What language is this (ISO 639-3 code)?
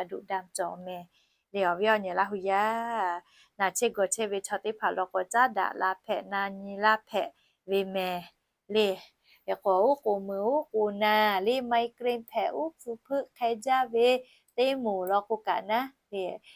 lhu